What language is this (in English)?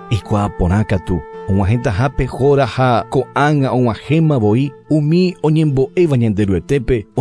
Guarani